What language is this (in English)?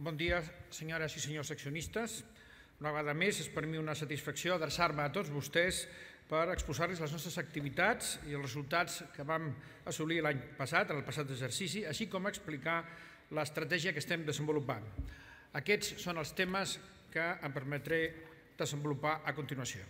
Catalan